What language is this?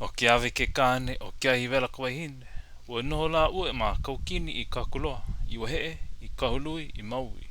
Hawaiian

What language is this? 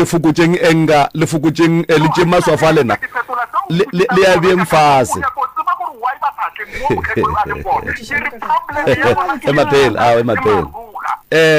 Northern Sotho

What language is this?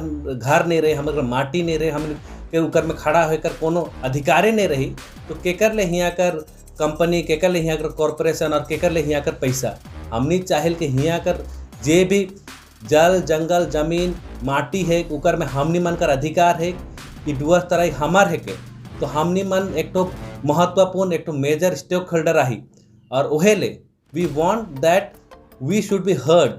Sadri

